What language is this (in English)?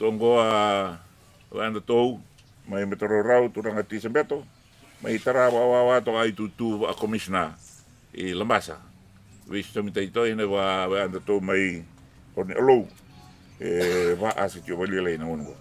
Fijian